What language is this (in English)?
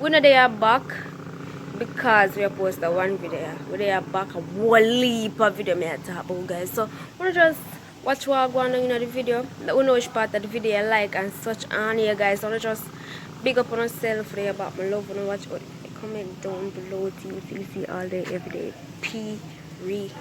Jamaican Creole English